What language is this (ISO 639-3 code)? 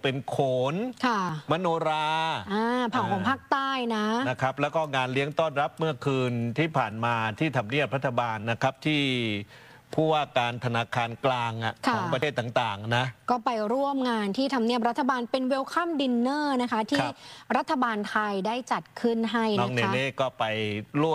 tha